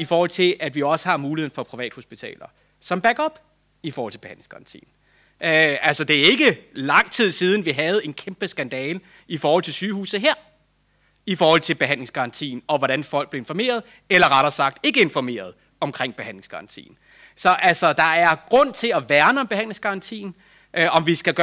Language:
Danish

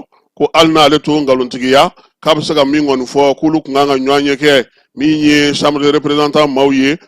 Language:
Bambara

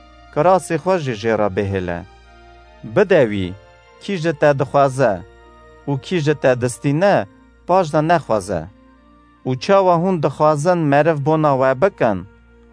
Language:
Kurdish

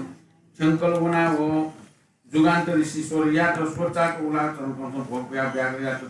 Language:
Newari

